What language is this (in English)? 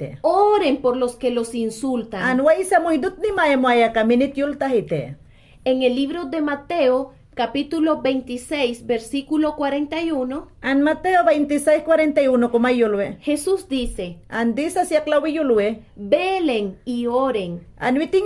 Mayangna